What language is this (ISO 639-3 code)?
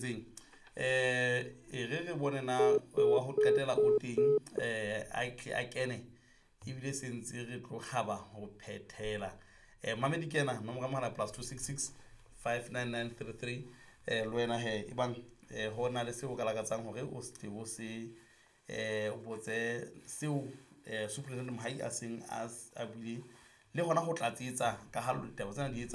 sot